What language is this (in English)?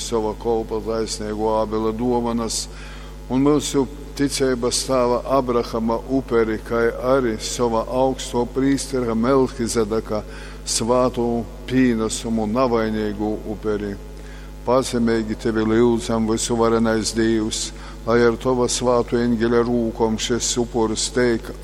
Latgalian